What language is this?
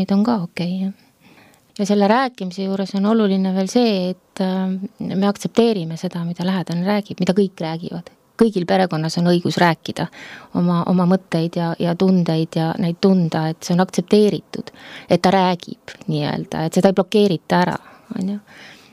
Estonian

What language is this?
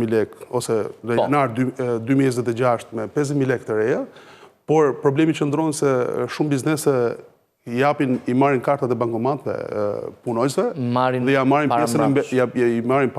Albanian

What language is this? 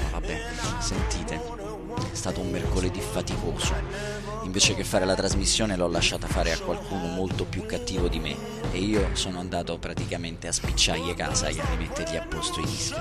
Italian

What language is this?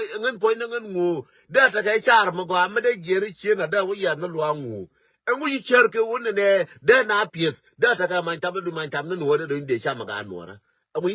Nuer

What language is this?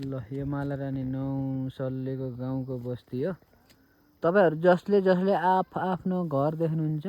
Nepali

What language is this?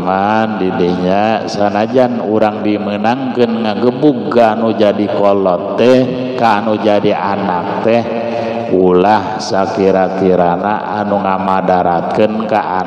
Sundanese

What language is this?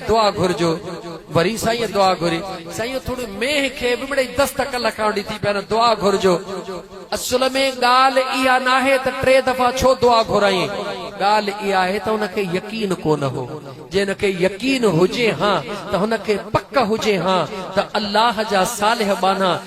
Sindhi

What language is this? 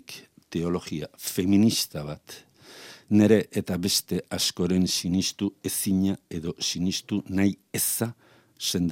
Basque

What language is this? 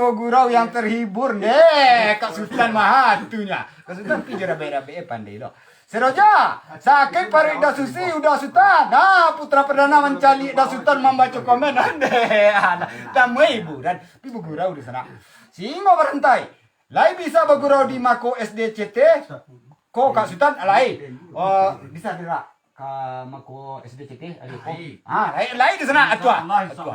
Minangkabau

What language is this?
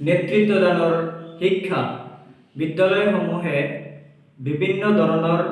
Assamese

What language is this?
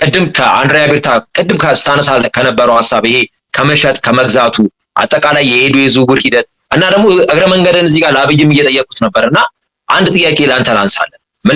Amharic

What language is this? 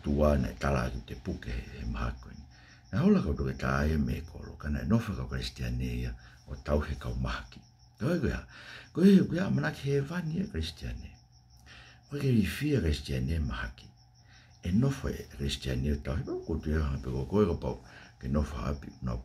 Tongan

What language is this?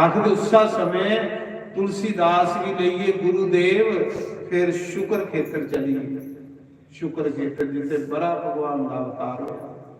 Dogri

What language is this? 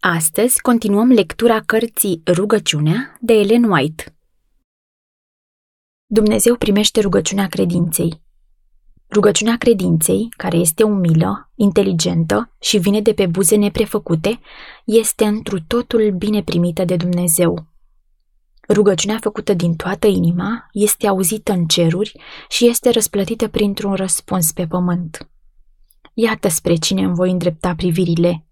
Romanian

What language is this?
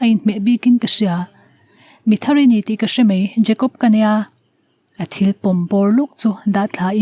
Mizo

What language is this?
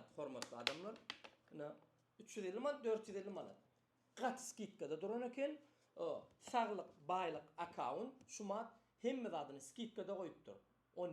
Turkmen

